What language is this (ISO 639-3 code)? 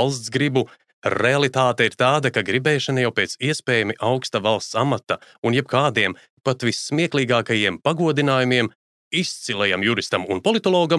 lav